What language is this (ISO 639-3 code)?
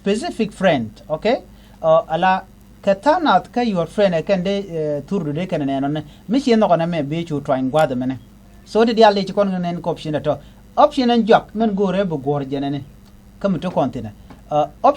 nus